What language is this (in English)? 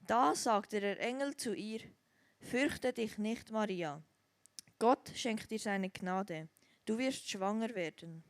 Swiss German